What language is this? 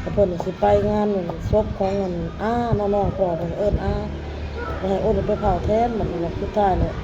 Northeastern Thai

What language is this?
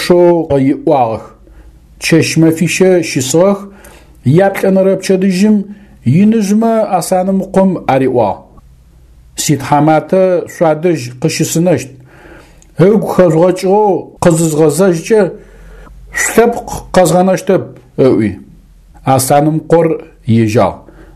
Adyghe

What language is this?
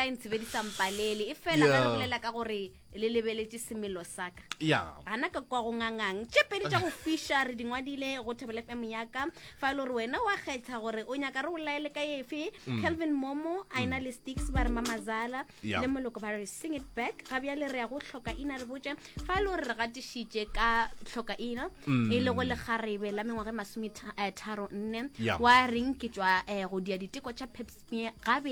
Northern Sotho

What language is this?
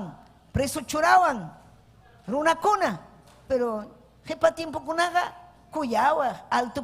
Ayacucho Quechua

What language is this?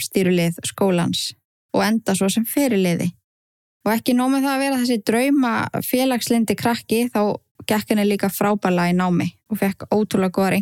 Icelandic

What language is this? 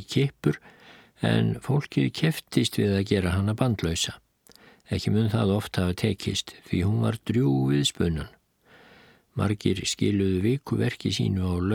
Icelandic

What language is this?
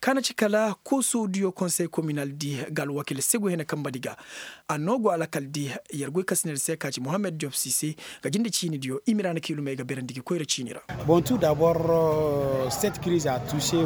Koyraboro Senni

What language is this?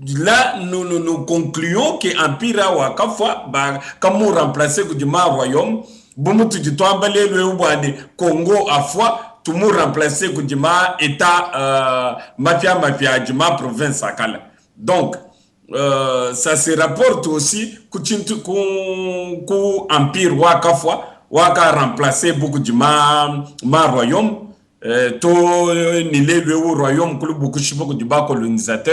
Luba-Lulua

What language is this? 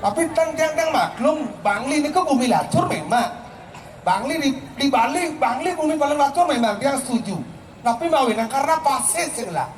Balinese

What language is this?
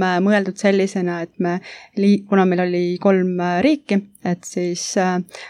Estonian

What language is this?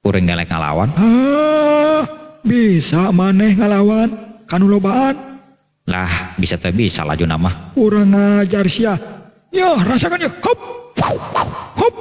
Sundanese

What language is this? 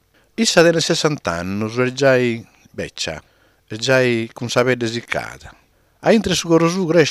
Sardinian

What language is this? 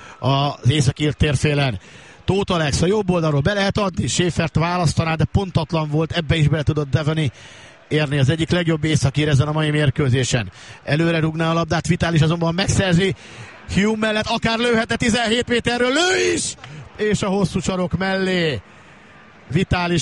Hungarian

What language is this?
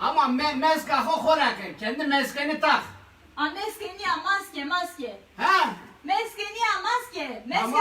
Zaza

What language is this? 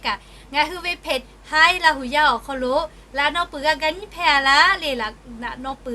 Lahu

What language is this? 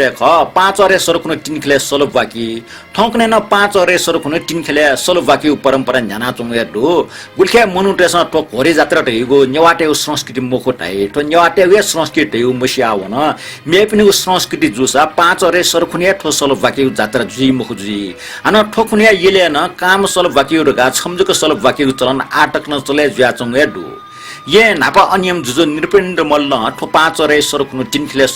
Newari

